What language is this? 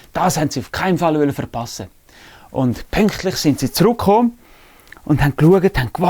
Swiss German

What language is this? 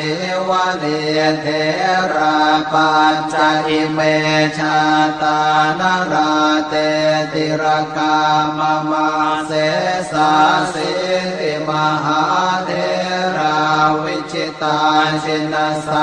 Pali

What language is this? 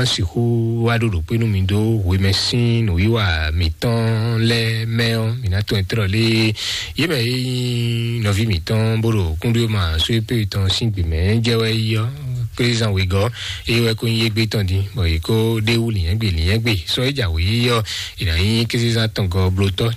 Fon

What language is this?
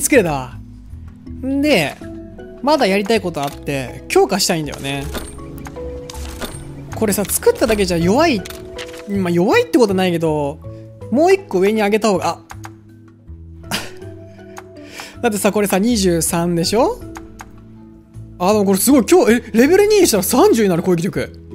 Japanese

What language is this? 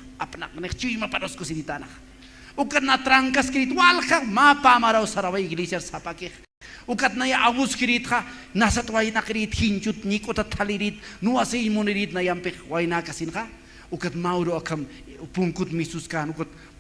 Aymara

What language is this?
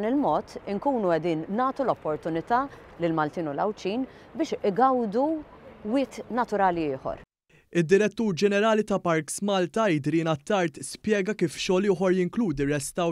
Maltese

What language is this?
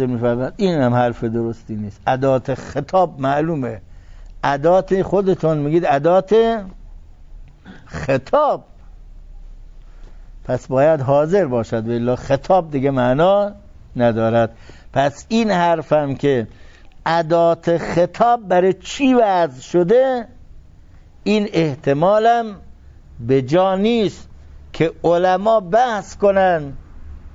Persian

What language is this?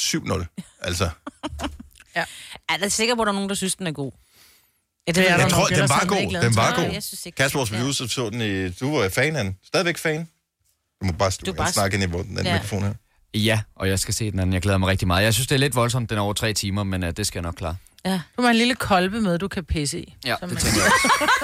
Danish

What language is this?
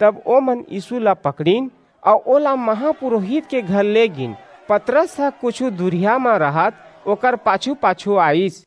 Chhattisgarhi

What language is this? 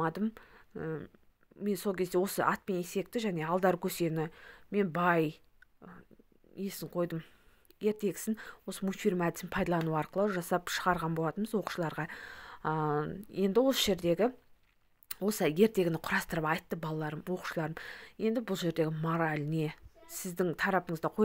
Kazakh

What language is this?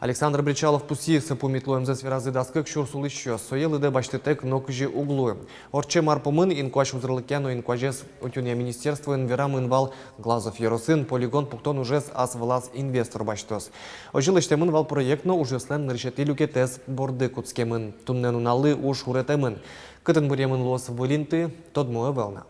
Udmurt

